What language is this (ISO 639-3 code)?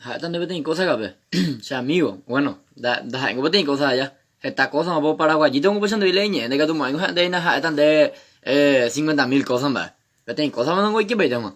grn